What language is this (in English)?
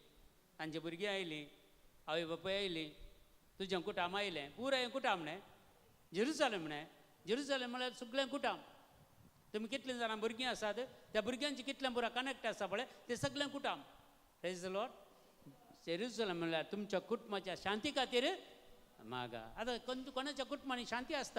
Konkani